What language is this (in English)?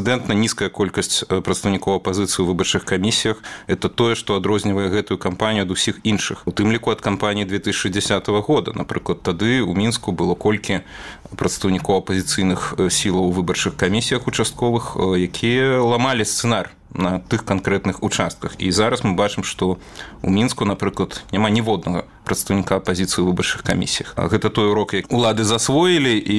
Belarusian